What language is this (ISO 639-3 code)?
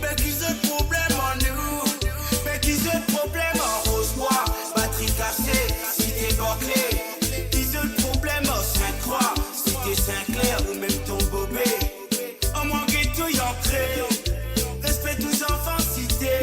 mfe